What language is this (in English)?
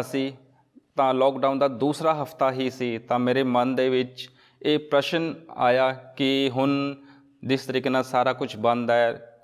Punjabi